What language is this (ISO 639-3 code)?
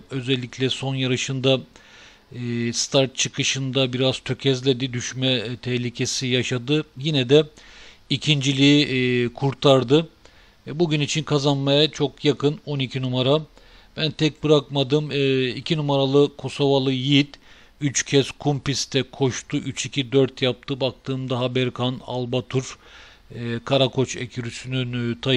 tur